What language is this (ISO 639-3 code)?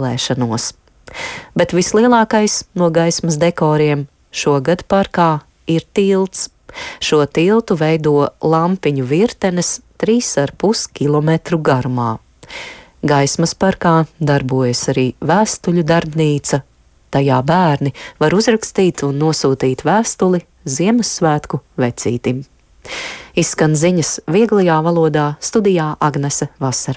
lav